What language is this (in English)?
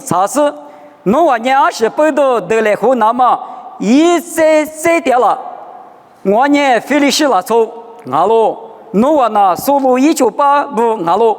Lisu